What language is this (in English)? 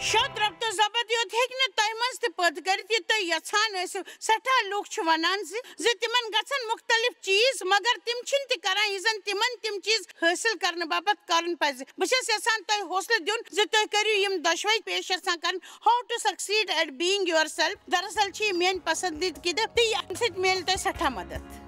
Kashmiri